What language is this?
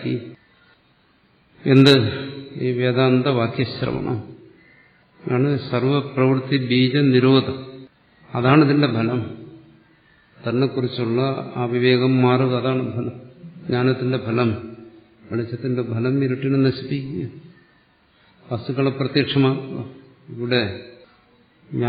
Malayalam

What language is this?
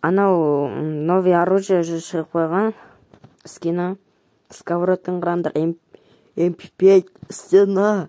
Kazakh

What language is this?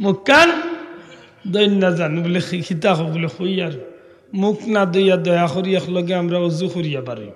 Sylheti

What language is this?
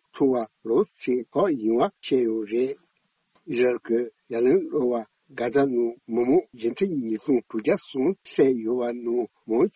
Tibetan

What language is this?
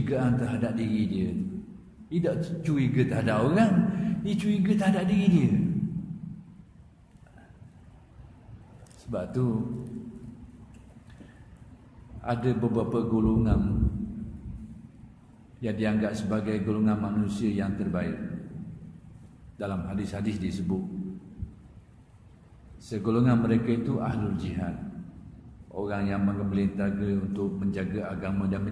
Malay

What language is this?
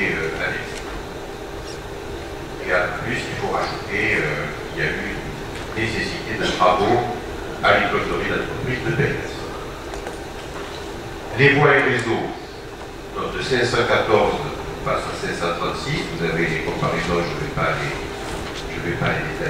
French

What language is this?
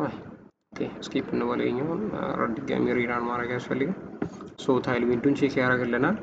Amharic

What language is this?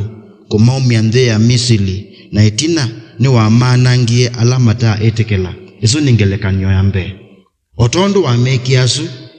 Kamba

